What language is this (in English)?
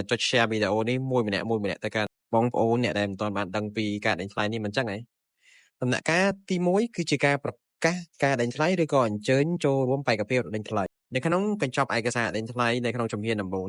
Khmer